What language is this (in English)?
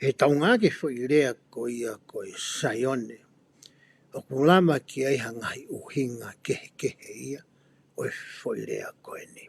Tongan